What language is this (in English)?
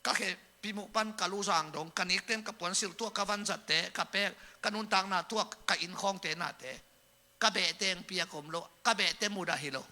Tedim Chin